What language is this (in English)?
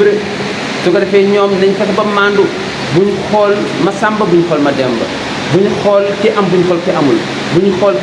Wolof